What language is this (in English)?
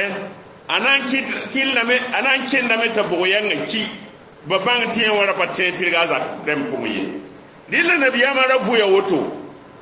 Mossi